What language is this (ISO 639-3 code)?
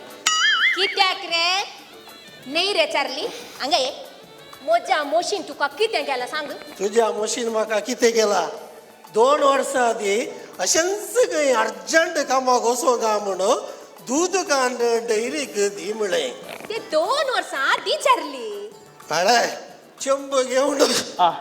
kok